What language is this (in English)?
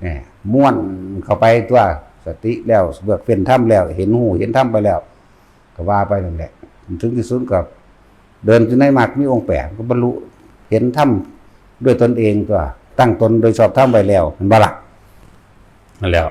Northeastern Thai